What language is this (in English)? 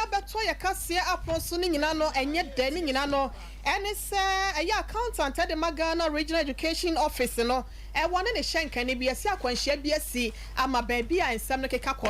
Akan